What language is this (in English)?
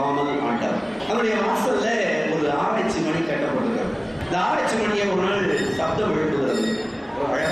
Tamil